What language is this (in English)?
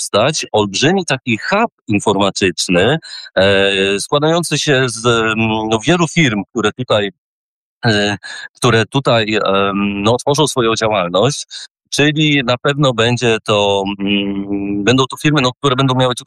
Polish